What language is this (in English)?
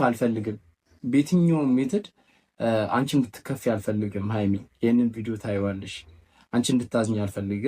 Amharic